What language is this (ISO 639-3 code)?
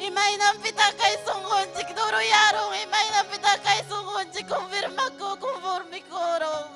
quy